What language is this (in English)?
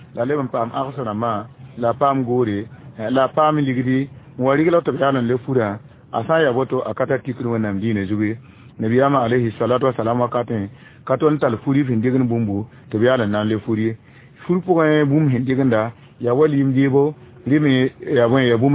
Mossi